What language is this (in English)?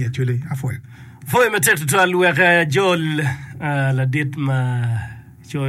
Acoli